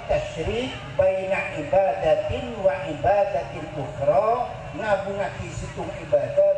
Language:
Madurese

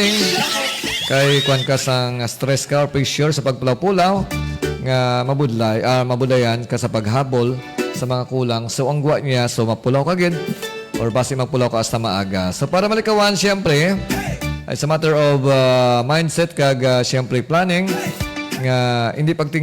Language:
Hiligaynon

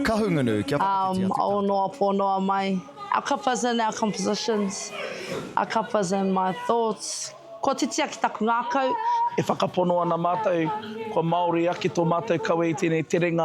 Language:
Māori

